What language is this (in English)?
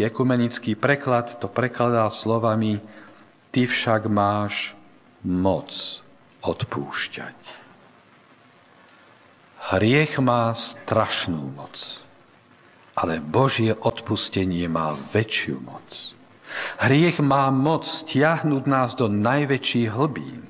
Slovak